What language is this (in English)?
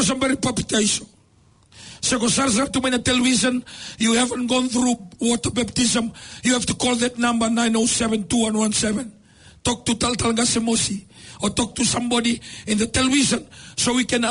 Fijian